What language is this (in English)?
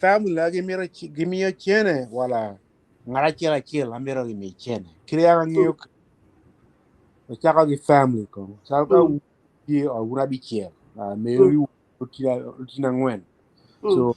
Acoli